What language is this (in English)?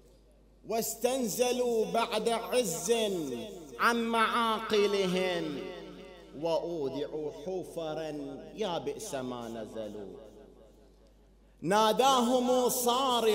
Arabic